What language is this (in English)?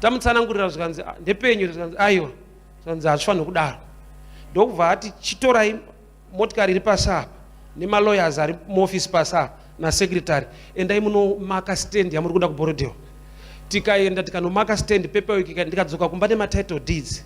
Shona